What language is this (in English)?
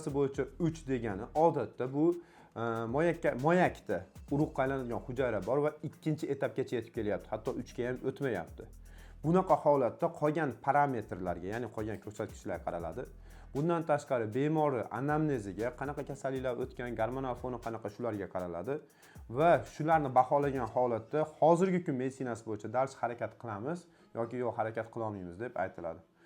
Uzbek